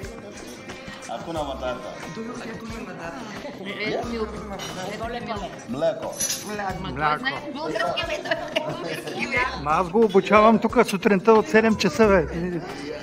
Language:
Bulgarian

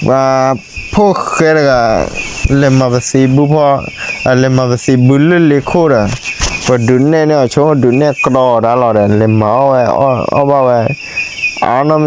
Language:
S'gaw Karen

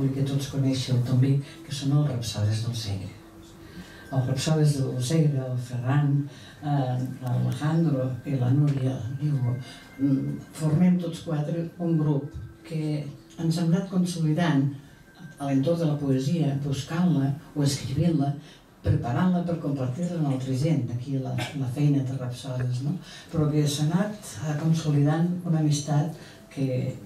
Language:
Catalan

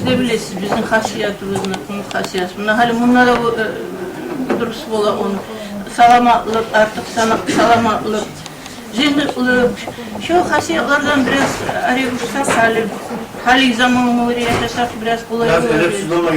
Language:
Kumyk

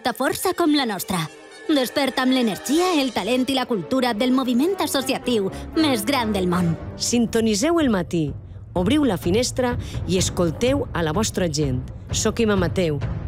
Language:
Catalan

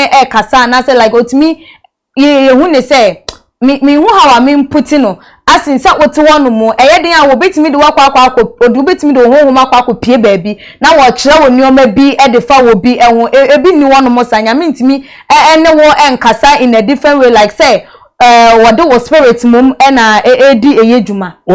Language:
Akan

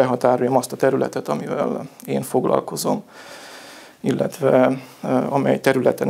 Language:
Hungarian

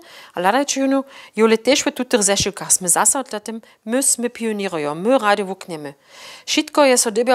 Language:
Upper Sorbian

